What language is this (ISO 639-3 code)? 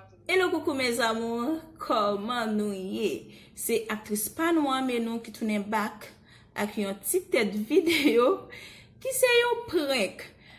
hat